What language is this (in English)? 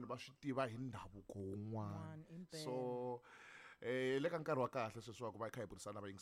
Tsonga